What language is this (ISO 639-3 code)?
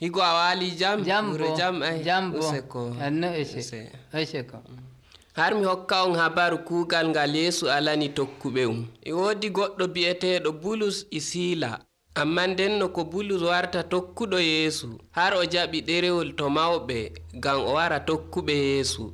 fuv